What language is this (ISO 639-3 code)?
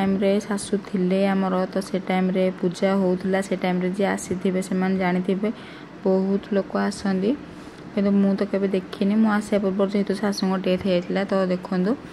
ori